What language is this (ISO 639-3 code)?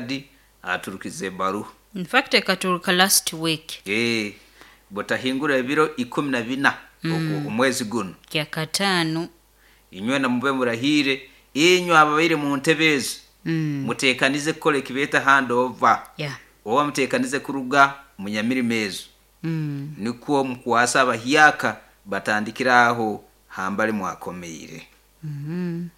nyo